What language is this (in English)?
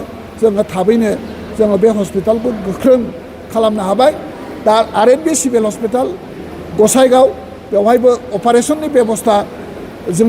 Bodo